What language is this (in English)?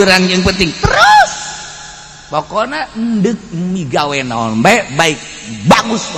Sundanese